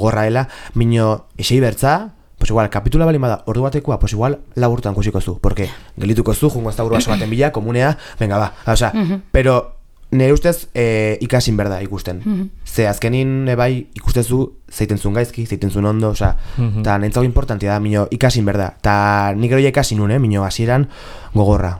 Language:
Basque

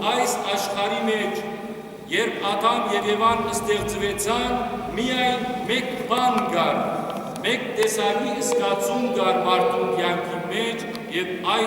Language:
Western Armenian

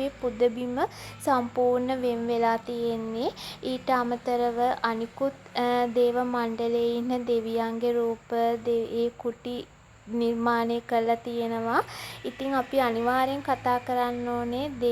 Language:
Sinhala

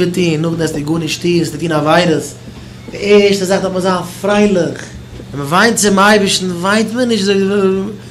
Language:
Yiddish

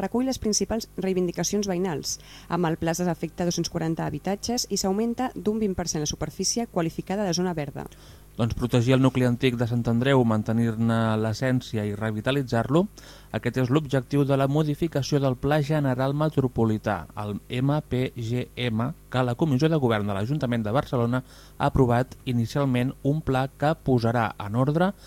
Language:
Catalan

